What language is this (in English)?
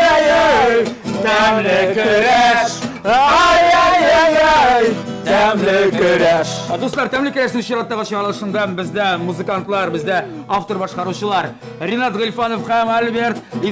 Tatar